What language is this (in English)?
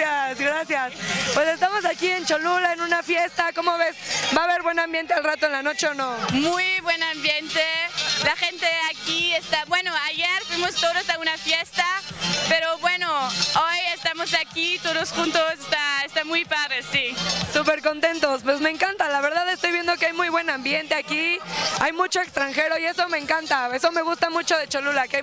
Spanish